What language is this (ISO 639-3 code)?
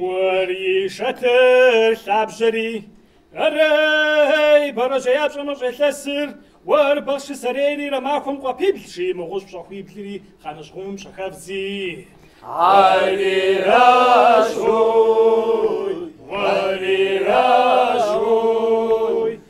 kbd